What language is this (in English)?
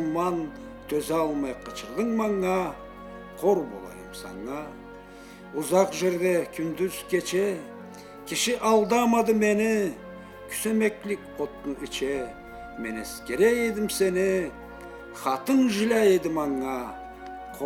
Karachay-Balkar